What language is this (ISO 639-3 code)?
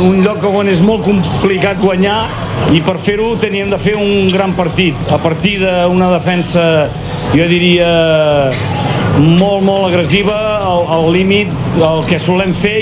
cat